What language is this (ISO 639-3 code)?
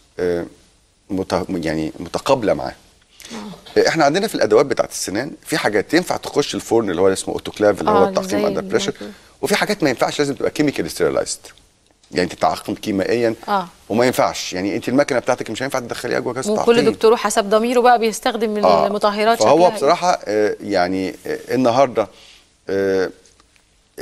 arz